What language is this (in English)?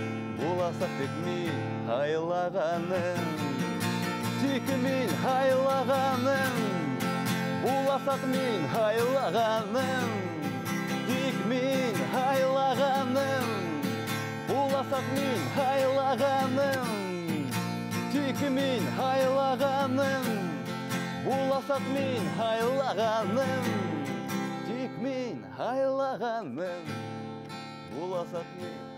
Bashkir